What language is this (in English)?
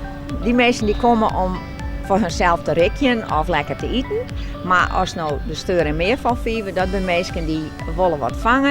Western Frisian